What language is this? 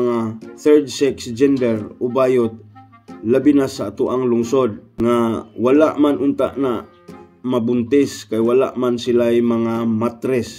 Cebuano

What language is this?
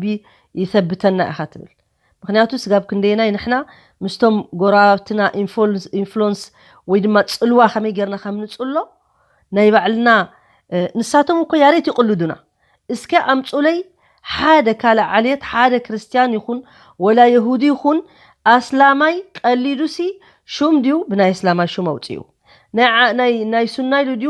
Tigrinya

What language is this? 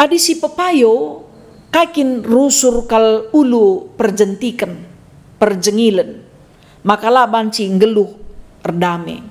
Batak Karo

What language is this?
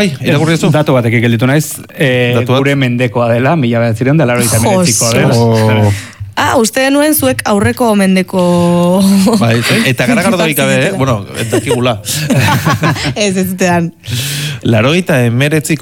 Basque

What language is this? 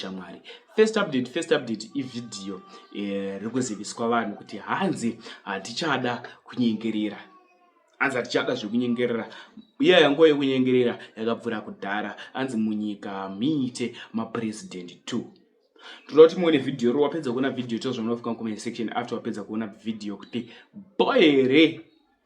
Shona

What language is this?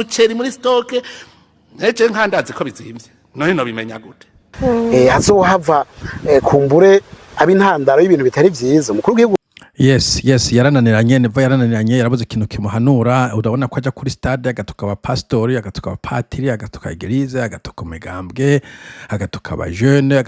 Rundi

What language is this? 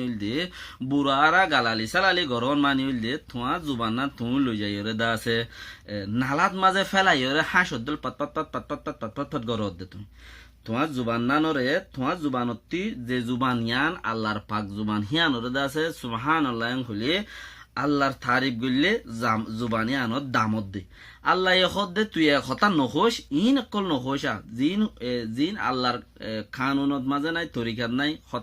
Rohingya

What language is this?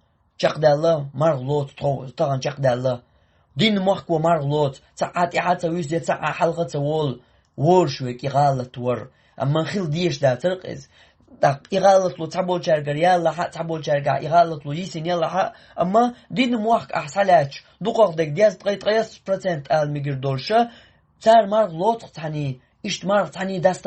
Chechen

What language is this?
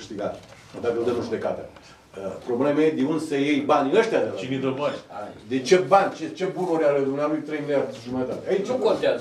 Romanian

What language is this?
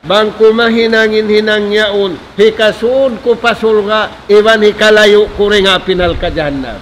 Tausug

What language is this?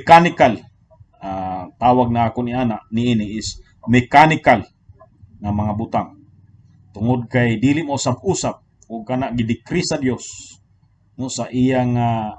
Cebuano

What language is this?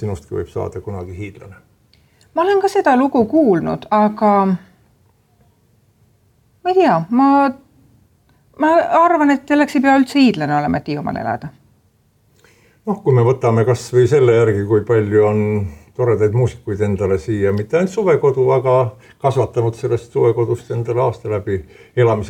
Estonian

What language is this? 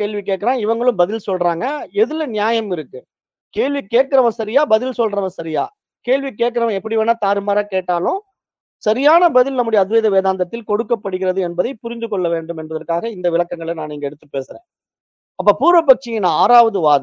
Tamil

